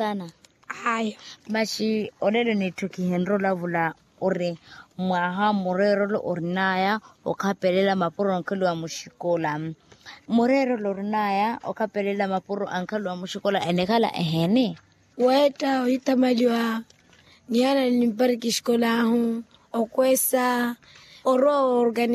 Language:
Makhuwa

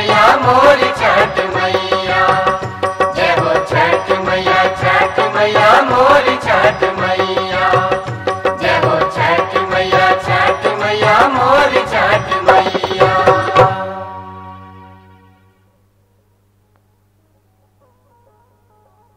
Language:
Bhojpuri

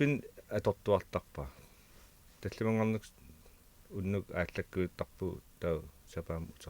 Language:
Kalaallisut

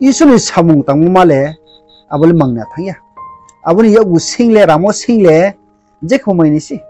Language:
Riang (India)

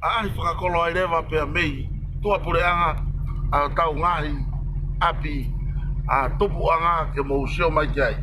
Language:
Tongan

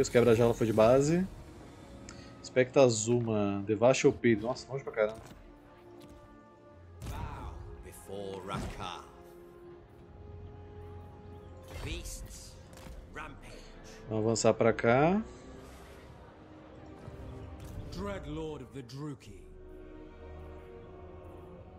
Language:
Portuguese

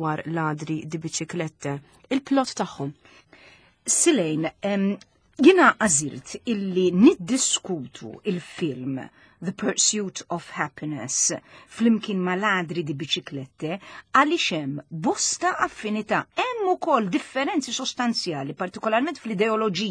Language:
Maltese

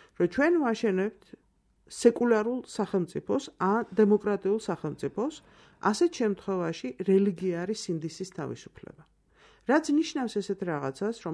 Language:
Georgian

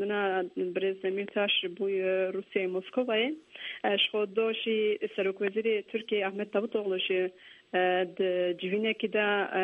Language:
Kurdish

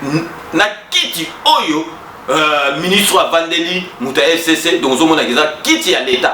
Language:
Lingala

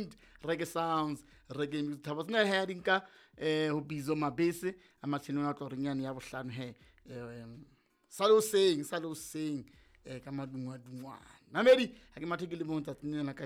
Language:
Southern Sotho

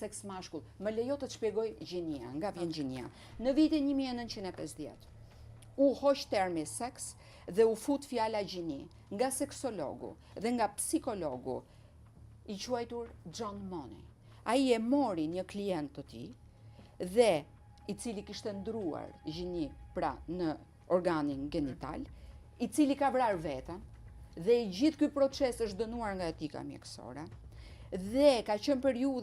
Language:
Albanian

